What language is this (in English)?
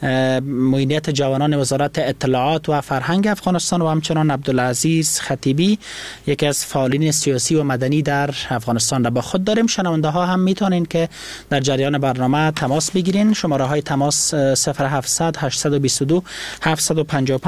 Persian